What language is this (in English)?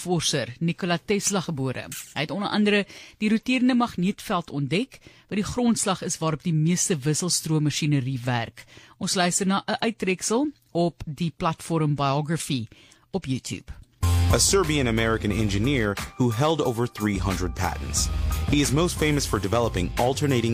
Afrikaans